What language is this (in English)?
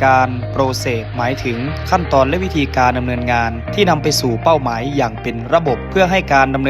Lao